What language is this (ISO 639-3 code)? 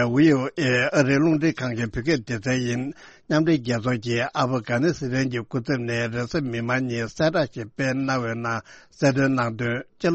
bod